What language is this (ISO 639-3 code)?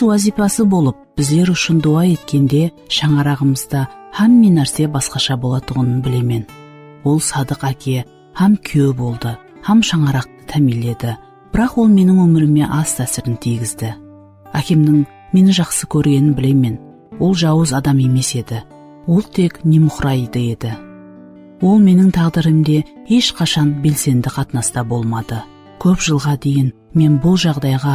kaa